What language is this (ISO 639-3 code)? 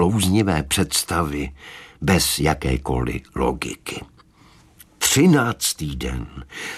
ces